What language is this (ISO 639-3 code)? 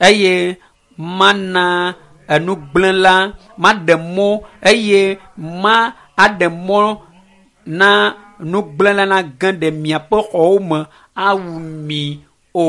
ewe